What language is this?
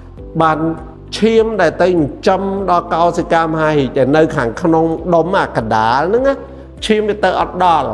Khmer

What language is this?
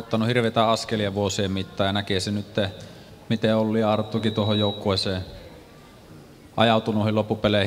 Finnish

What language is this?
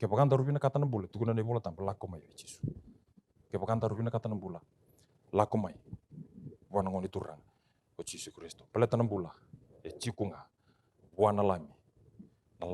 Fijian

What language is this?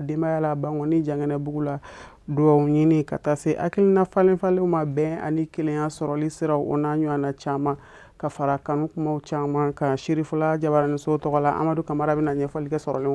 Bambara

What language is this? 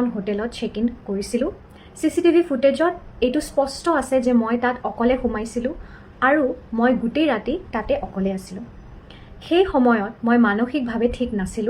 Assamese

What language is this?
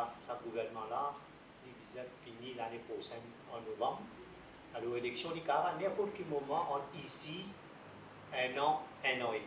Morisyen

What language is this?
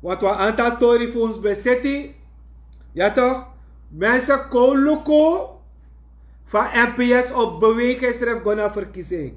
Sranan Tongo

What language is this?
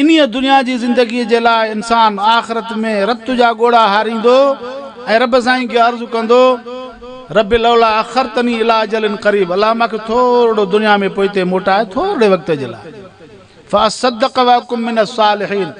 Sindhi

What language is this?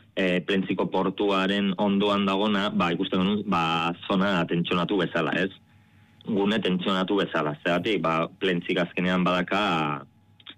Basque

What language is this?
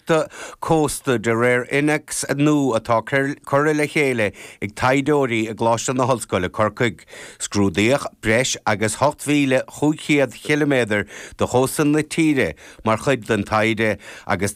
Irish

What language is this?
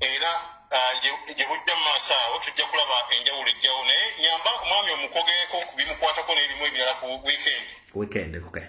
Ganda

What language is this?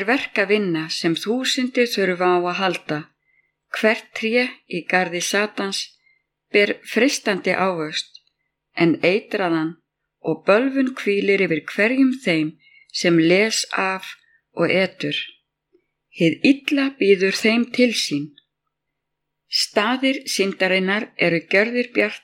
Icelandic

